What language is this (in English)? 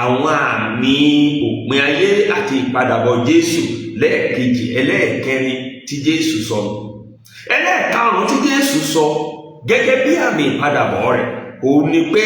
Yoruba